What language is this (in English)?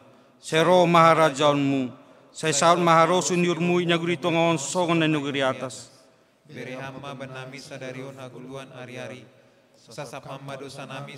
Batak Simalungun